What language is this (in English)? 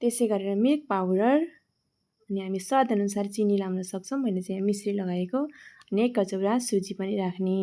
Nepali